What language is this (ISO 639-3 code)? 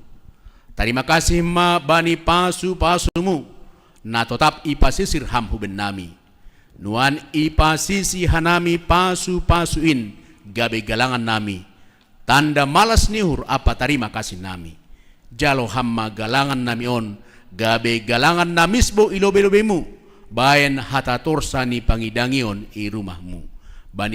bts